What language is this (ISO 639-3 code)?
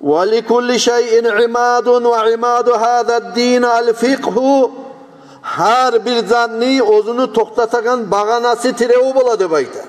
kum